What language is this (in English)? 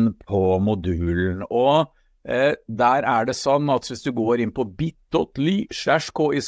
Norwegian